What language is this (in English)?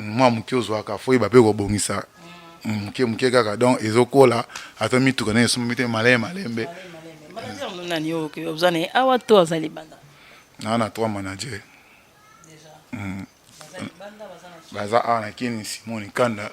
Lingala